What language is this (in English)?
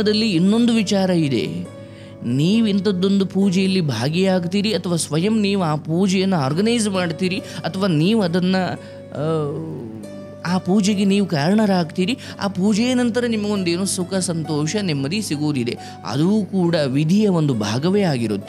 Kannada